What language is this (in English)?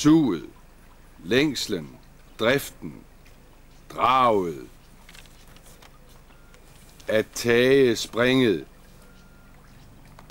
Danish